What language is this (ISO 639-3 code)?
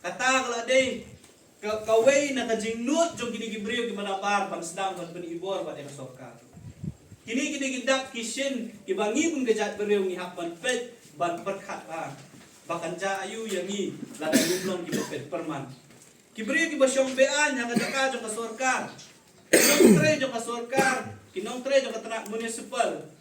kha